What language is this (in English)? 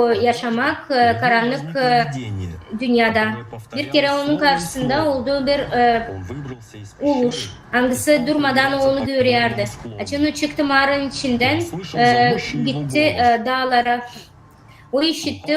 Gagauz